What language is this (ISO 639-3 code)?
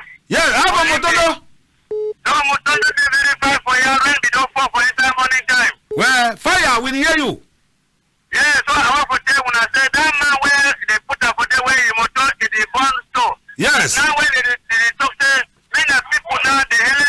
wes